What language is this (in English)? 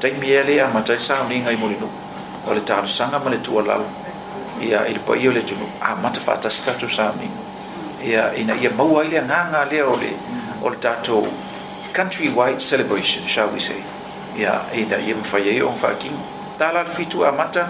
Samoan